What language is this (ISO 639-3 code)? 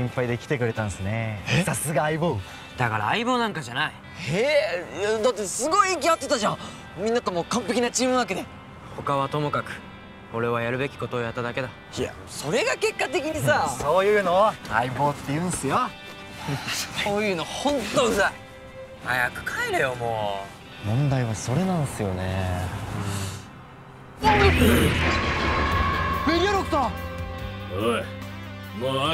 jpn